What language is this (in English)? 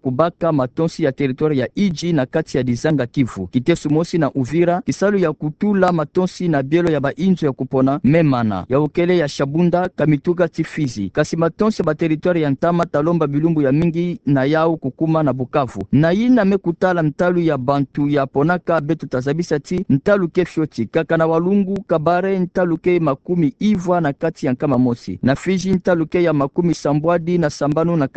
Kituba (Democratic Republic of Congo)